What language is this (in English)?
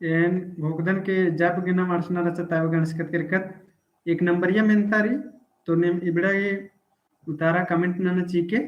Kurukh